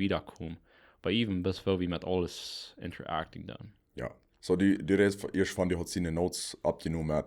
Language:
Plautdietsch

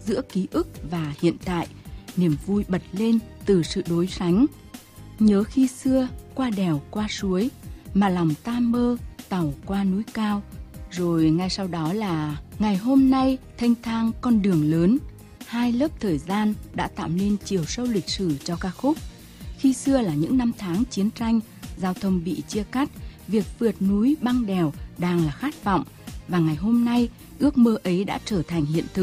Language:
Vietnamese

